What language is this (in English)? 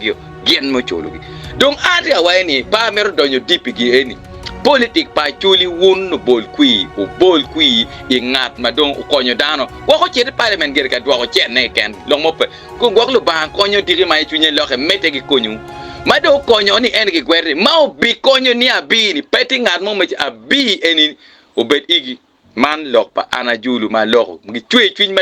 Acoli